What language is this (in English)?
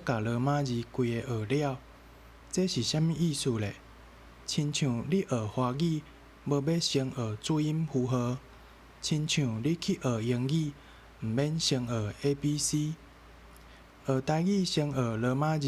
Min Nan Chinese